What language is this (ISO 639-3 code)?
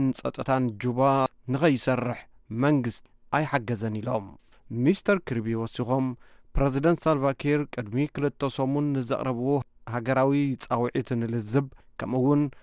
tir